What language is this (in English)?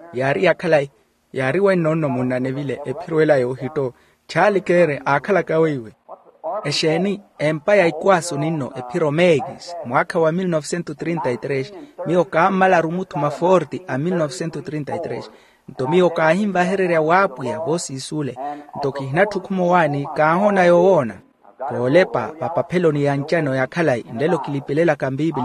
Makhuwa